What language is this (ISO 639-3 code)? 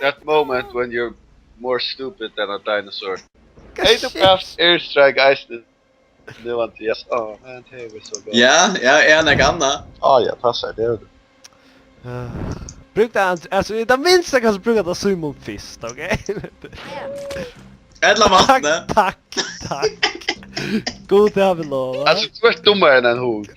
fao